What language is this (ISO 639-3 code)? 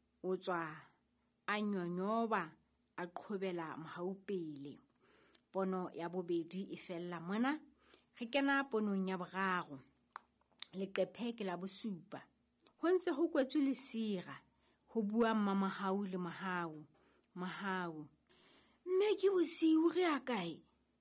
sot